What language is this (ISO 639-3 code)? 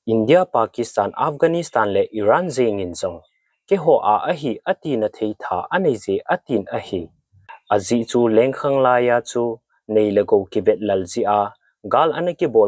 tcz